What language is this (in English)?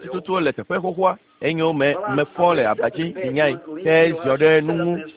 Ewe